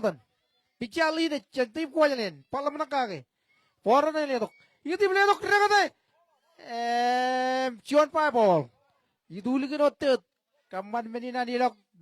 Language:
Marshallese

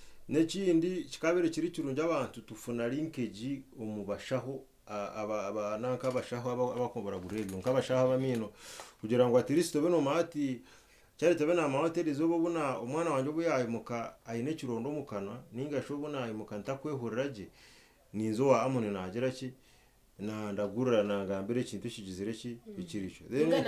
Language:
Nyankole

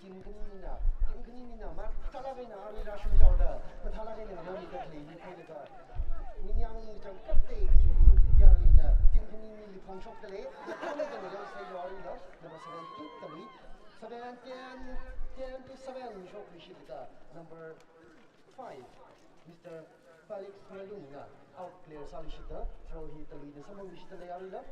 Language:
Tangkhul Naga (India)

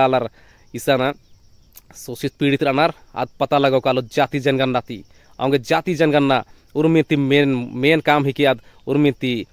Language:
Kurukh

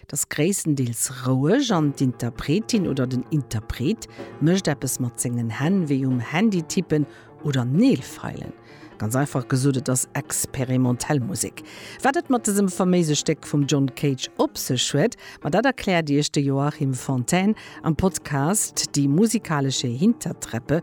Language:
Luxembourgish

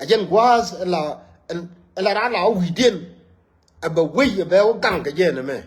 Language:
Nuer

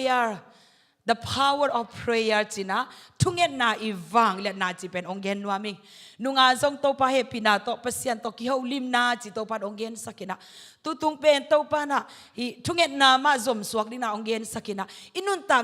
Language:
Tedim Chin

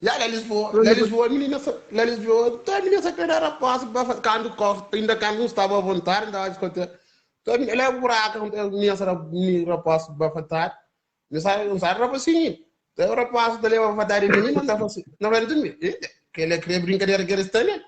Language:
Kabuverdianu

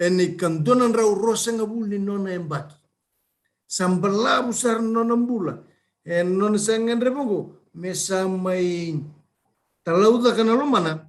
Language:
Fijian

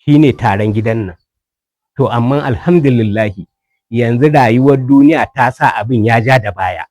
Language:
Hausa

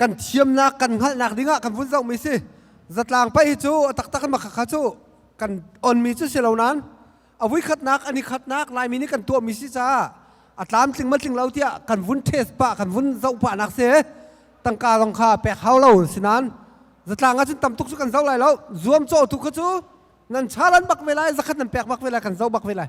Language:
Hakha Chin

